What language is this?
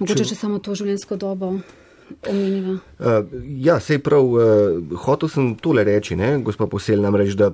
Slovenian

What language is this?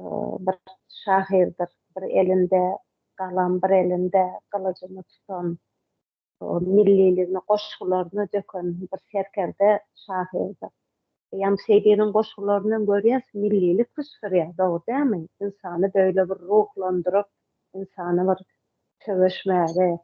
Turkmen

